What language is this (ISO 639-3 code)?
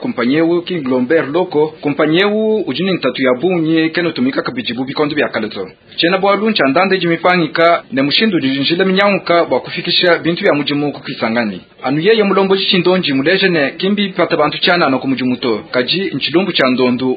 lua